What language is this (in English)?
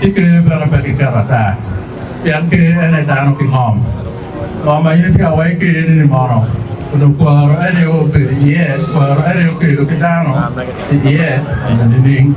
Acoli